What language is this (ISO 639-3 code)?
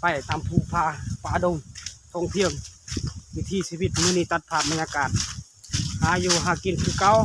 lao